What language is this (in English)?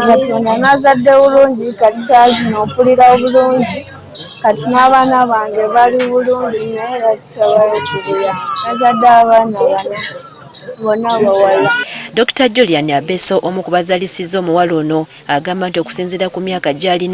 Ganda